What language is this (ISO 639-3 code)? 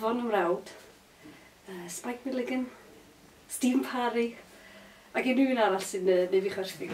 cym